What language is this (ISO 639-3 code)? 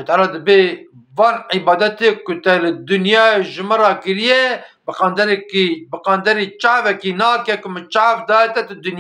kur